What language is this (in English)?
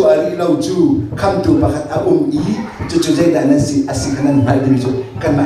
Hakha Chin